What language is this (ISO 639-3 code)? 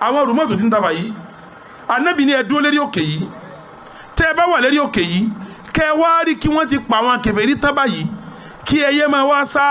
yor